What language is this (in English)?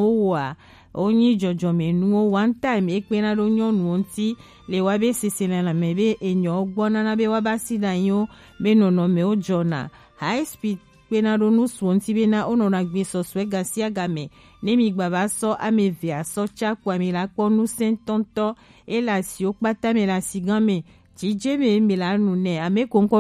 Gen